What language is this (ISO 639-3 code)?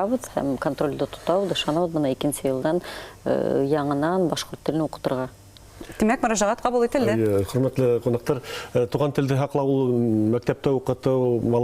bak